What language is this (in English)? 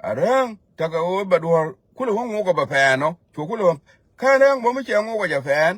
Nuer